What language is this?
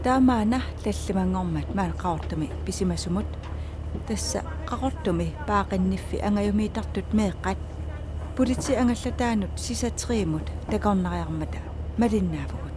Kalaallisut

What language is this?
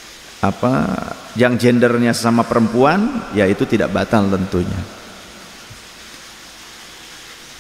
Indonesian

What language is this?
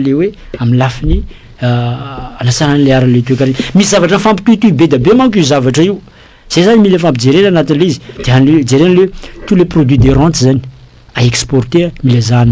Malagasy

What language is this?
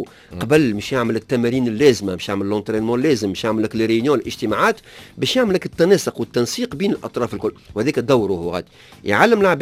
Tunisian Arabic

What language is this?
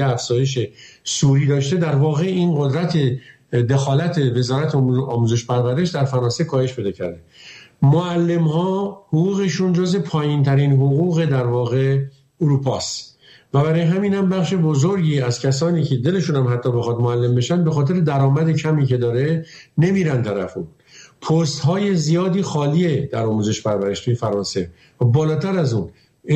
Persian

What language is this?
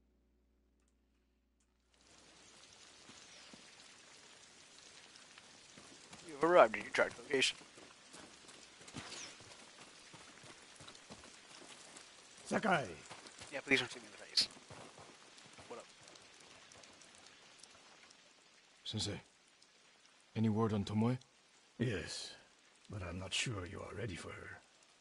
English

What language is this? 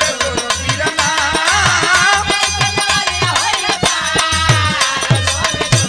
Bhojpuri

